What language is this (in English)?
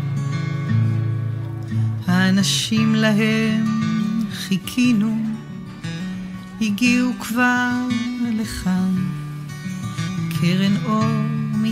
Hebrew